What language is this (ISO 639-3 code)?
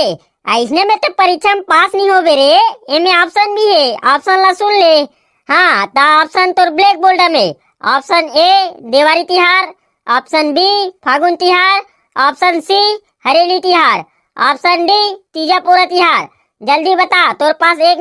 hne